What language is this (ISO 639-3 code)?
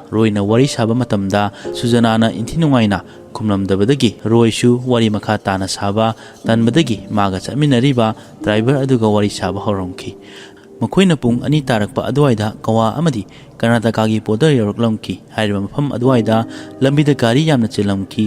mni